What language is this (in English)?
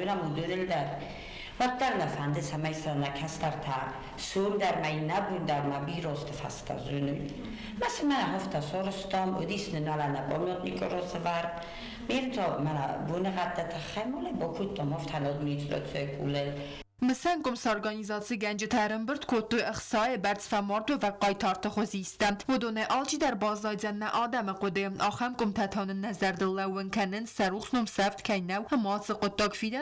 Ossetic